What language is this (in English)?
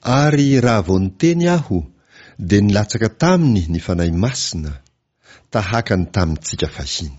Malagasy